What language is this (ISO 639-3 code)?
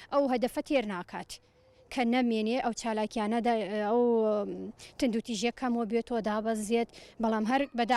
ckb